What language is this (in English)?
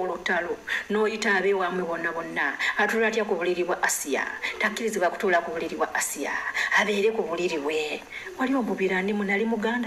Ganda